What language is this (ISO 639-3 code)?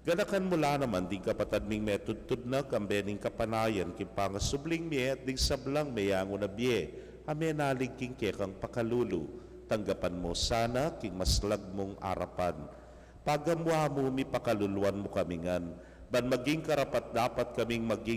pam